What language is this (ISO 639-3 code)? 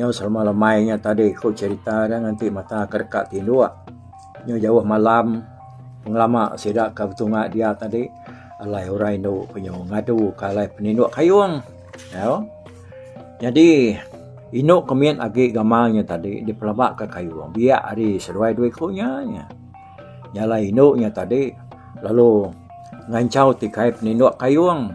iba